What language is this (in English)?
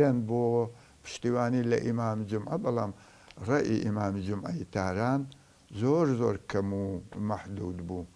Central Kurdish